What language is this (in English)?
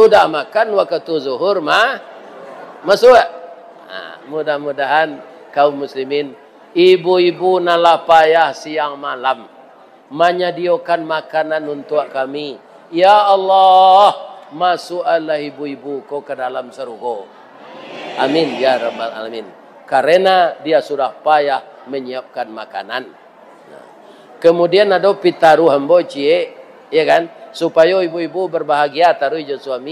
Minangkabau